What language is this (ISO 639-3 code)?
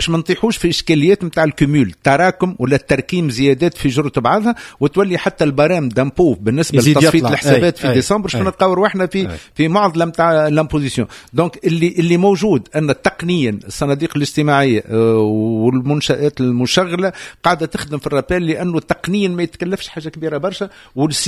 aeb